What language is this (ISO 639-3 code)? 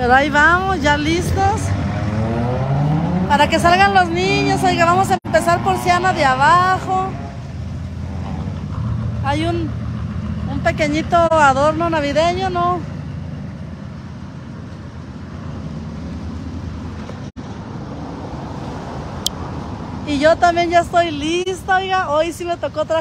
spa